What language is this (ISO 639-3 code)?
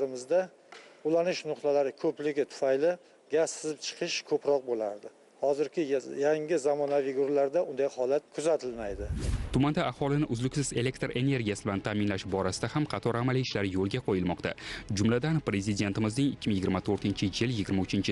uzb